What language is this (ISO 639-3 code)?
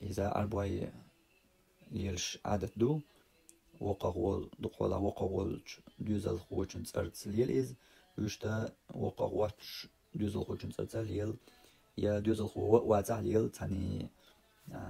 che